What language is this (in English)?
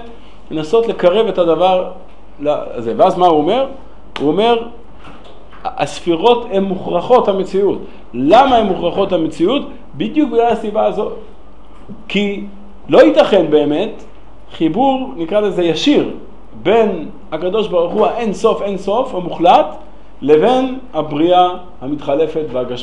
Hebrew